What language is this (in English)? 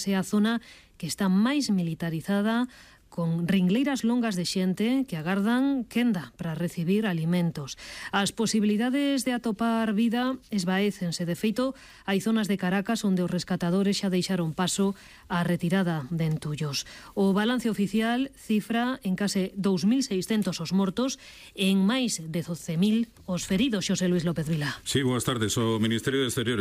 Galician